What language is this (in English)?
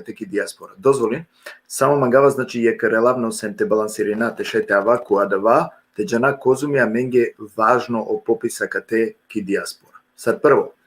Balkan Romani